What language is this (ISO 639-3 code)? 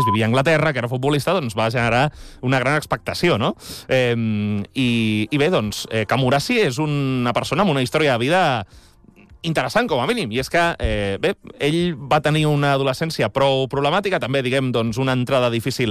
cat